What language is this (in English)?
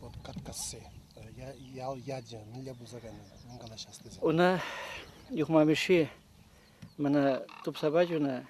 Chuvash